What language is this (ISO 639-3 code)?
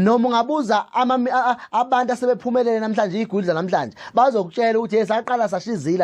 zul